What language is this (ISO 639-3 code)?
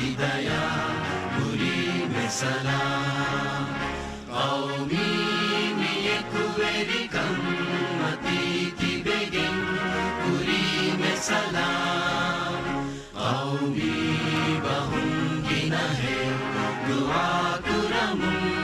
div